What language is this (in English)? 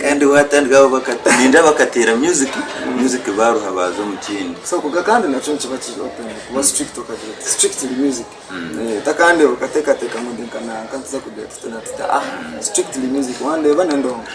Nyankole